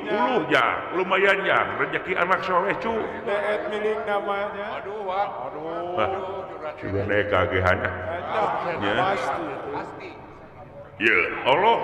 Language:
Sundanese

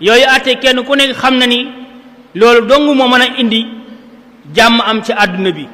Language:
Wolof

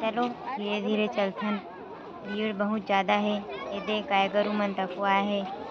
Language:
Chhattisgarhi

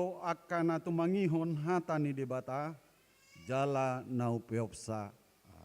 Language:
Batak Toba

